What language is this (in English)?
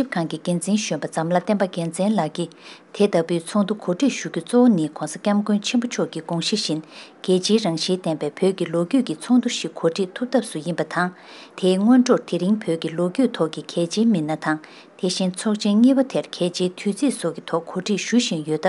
Tibetan